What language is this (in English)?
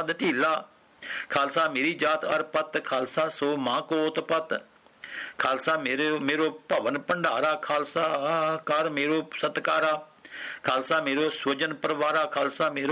Punjabi